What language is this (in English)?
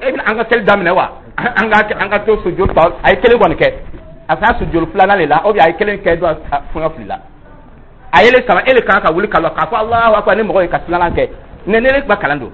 Dyula